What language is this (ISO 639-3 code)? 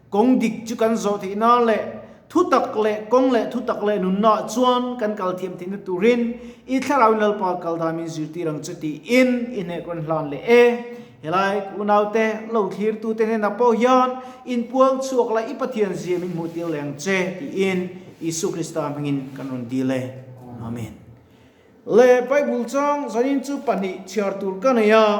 lus